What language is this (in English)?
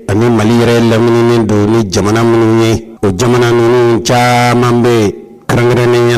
Bambara